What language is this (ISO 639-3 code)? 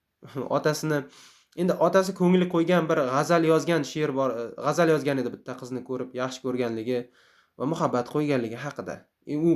uzb